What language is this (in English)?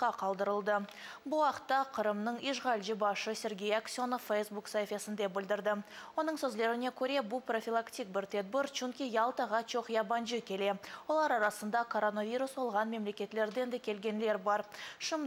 Crimean Tatar